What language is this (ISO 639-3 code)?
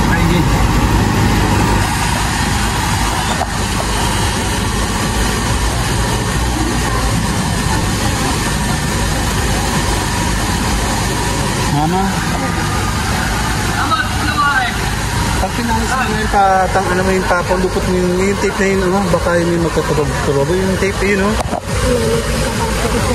fil